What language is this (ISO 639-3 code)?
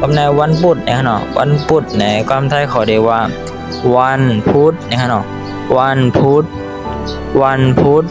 shn